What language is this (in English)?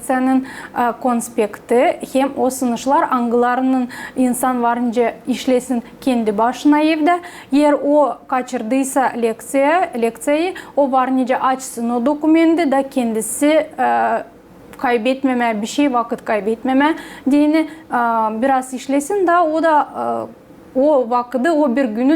Gagauz